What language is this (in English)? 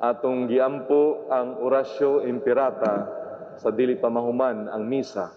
Cebuano